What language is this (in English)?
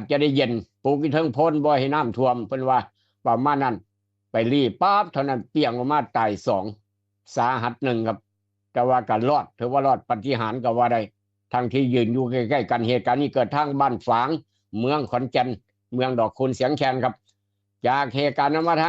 Northeastern Thai